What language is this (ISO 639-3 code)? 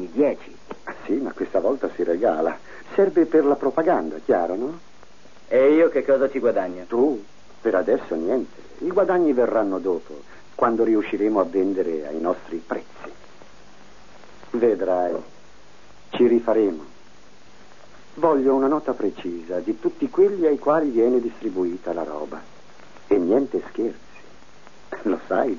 ita